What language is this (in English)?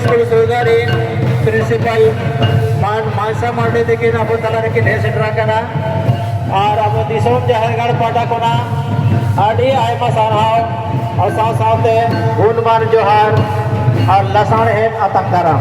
Santali